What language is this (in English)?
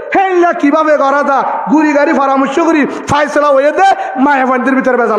Rohingya